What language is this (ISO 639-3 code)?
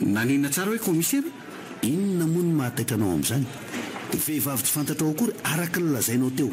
mlg